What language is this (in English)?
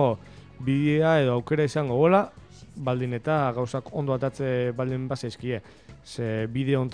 Basque